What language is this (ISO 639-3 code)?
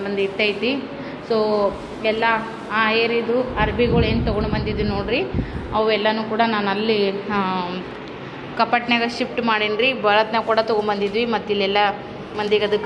kan